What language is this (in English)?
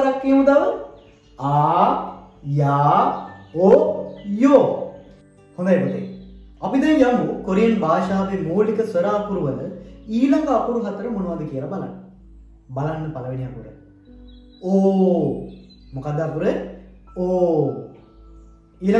Sinhala